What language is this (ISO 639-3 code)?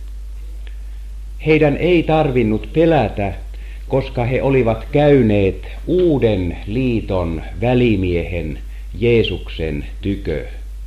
fin